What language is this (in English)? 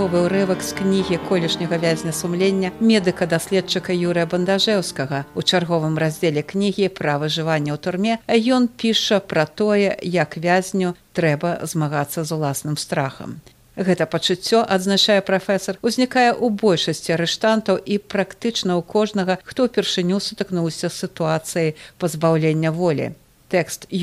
Belarusian